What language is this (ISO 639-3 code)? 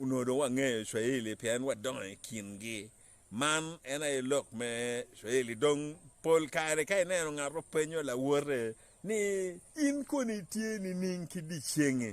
ach